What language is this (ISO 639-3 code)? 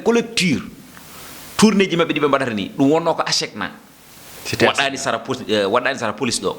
ful